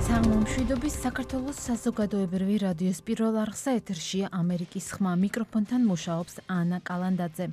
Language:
Georgian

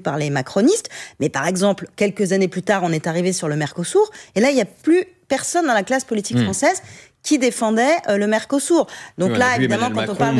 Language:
French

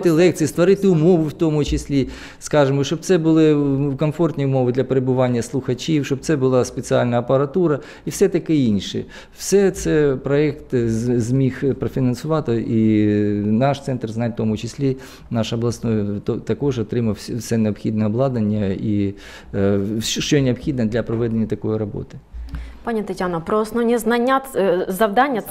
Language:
Ukrainian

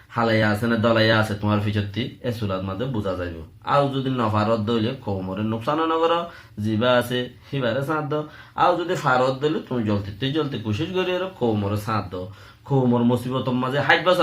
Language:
Rohingya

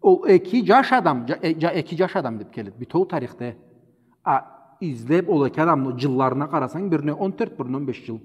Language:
Karachay-Balkar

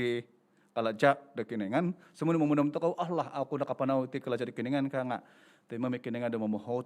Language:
Central Dusun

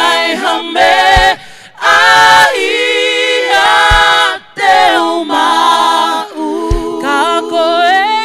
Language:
Tongan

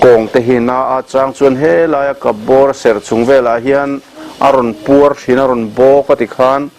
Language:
Mizo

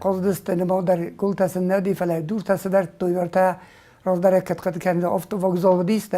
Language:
Ossetic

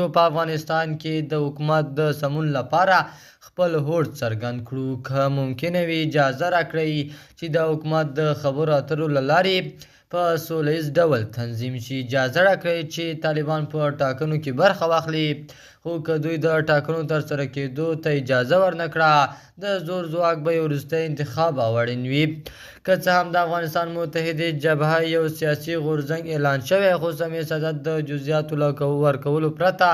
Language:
Pashto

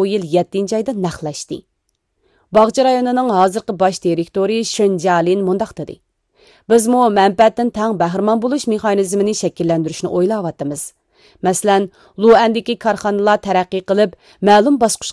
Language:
Uyghur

